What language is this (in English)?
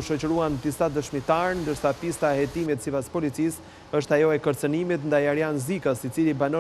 Albanian